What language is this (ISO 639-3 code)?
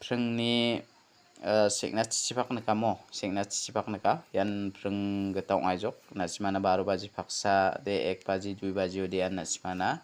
grt